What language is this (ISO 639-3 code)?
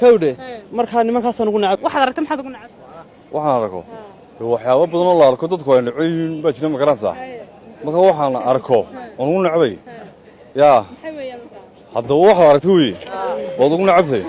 som